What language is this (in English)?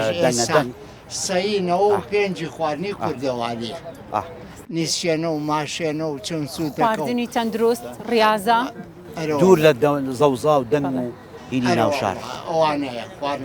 Central Kurdish